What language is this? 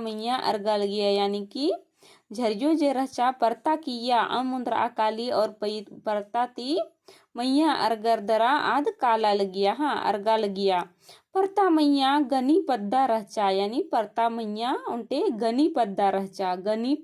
Kurukh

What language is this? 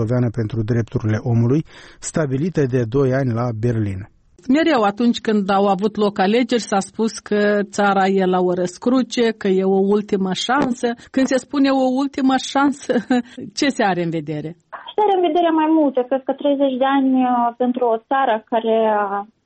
Romanian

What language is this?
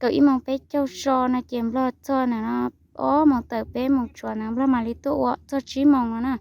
Hmong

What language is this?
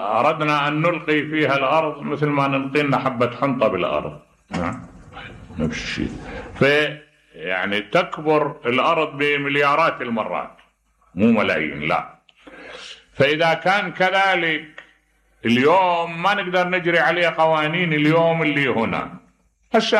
Mesopotamian Arabic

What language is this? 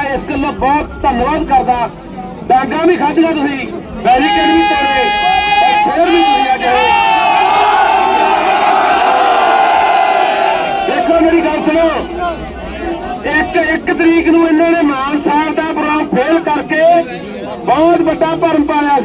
Punjabi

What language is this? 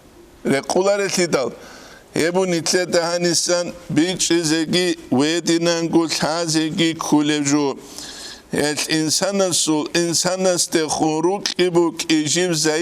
Avaric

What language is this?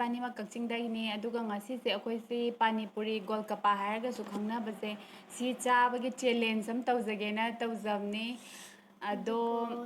Manipuri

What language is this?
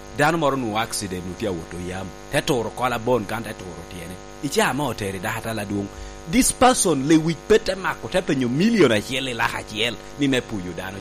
Lango (Uganda)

